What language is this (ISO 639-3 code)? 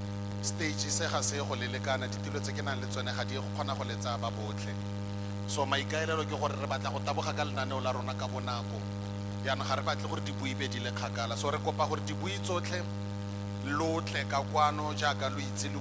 tsn